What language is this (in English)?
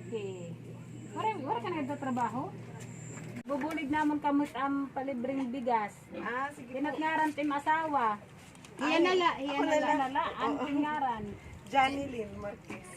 Waray